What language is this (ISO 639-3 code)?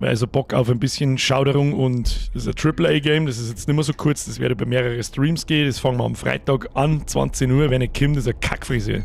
bar